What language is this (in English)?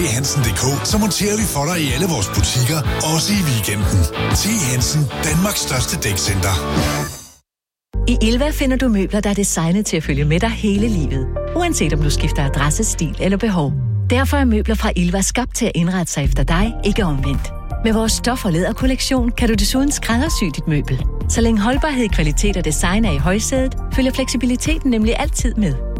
Danish